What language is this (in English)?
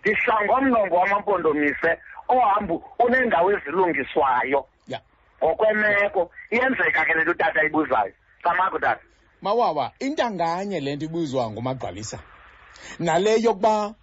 Xhosa